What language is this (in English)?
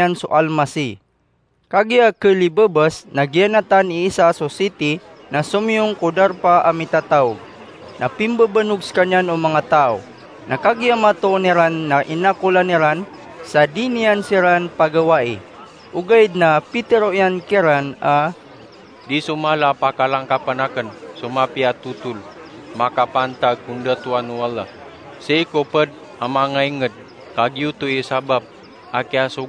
Maranao